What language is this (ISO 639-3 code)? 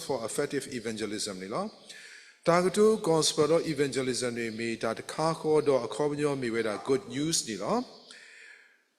ksw